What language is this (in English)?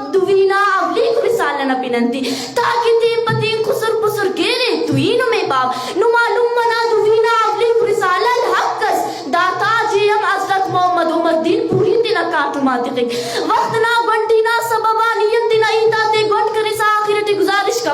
Brahui